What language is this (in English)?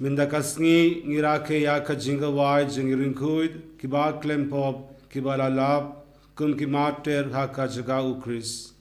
Khasi